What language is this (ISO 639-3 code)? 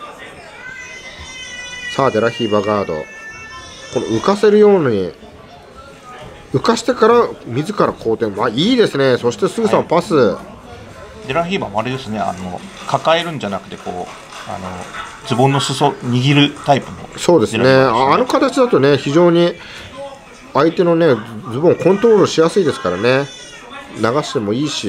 jpn